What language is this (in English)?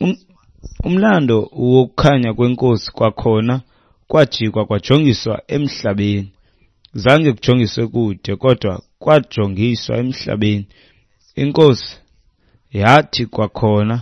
Xhosa